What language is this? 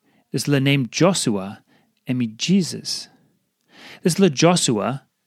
Tok Pisin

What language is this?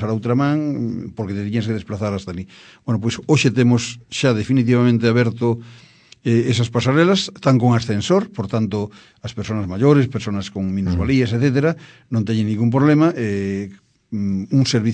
Galician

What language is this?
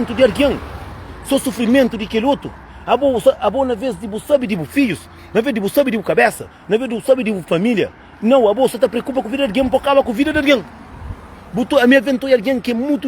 Kabuverdianu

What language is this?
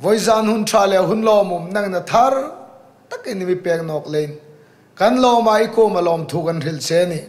Hmar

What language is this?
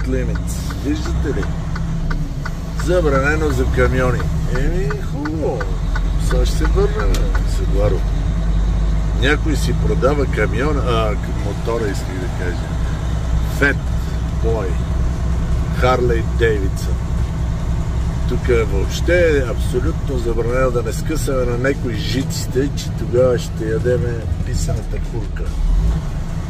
Bulgarian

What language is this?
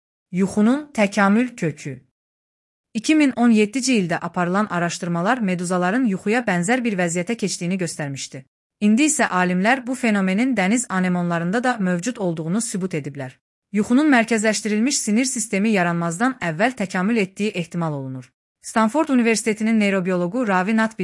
Azerbaijani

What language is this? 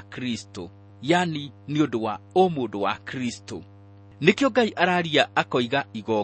Kikuyu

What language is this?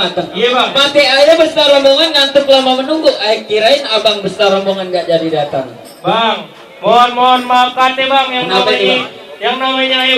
Betawi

